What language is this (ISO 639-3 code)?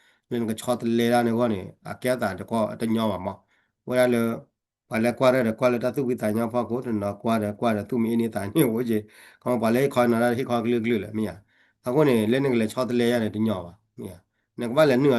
ksw